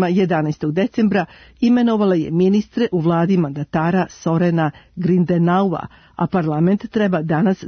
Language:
Serbian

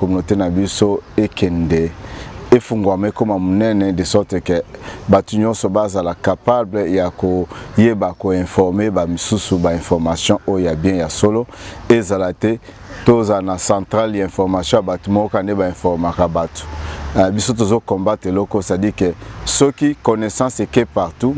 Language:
Lingala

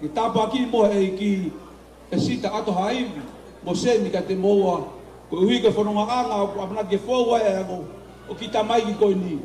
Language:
Tongan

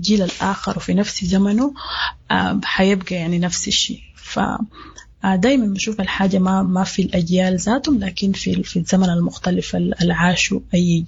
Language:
Sudanese Arabic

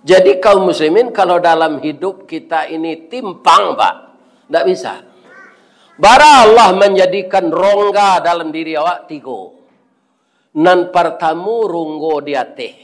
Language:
Minangkabau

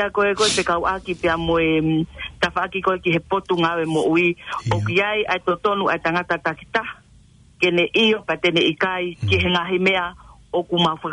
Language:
Tongan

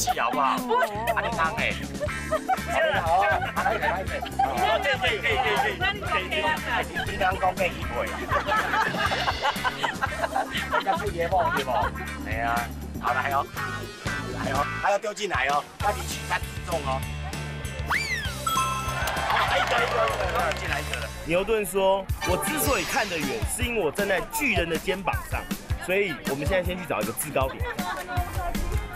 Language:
Chinese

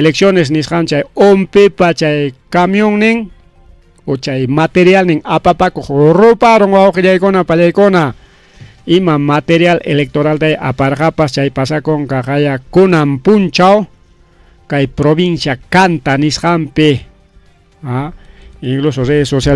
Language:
Ayacucho Quechua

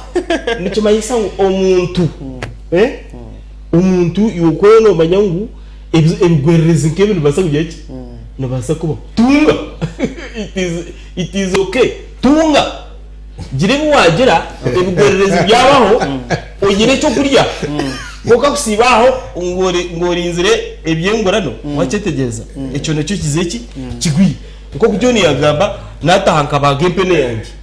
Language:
Nyankole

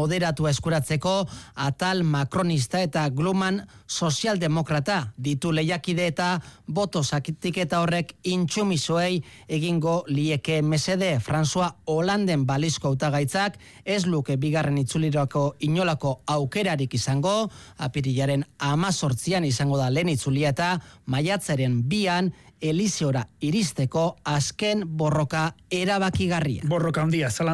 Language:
Basque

